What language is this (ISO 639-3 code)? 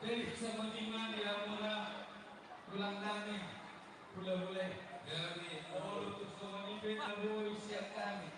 bbc